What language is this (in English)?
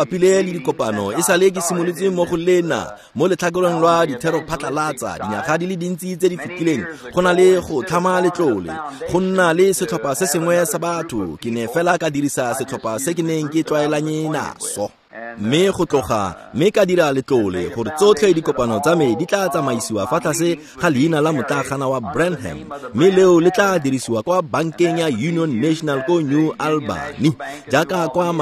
Tswana